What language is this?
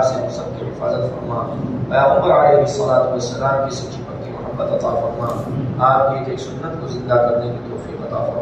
Urdu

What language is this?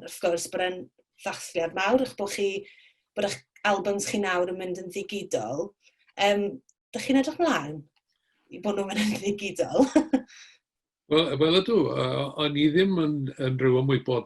Welsh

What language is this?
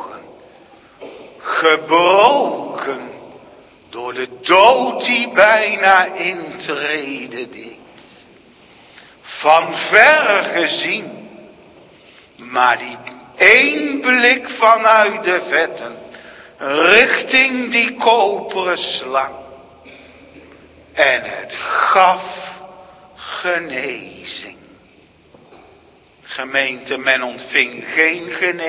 Dutch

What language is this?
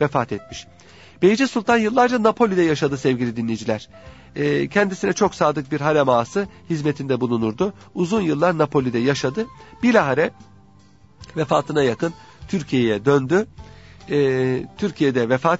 Turkish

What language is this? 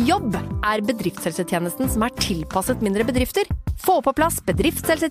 Norwegian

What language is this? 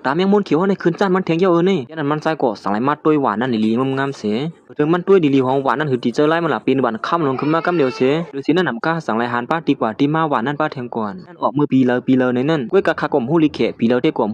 Shan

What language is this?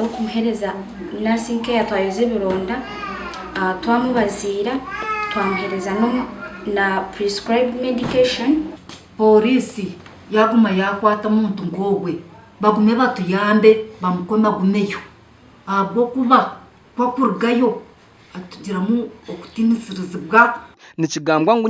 Nyankole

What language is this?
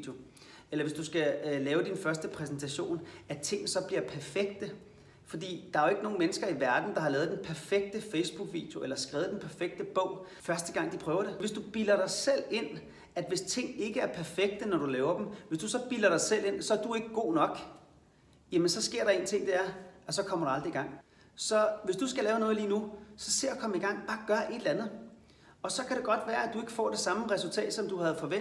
Danish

